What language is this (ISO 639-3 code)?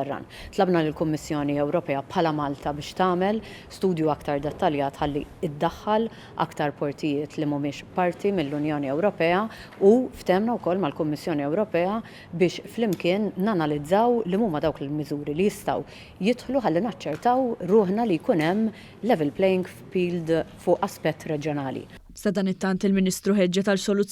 mlt